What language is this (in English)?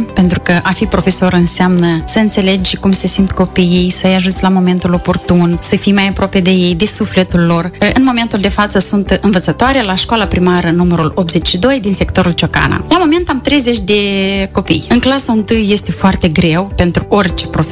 Romanian